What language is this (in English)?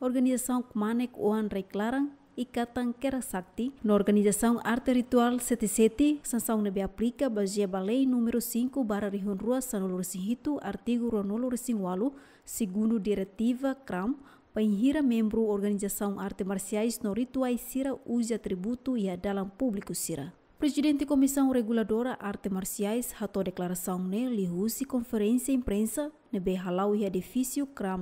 Tetum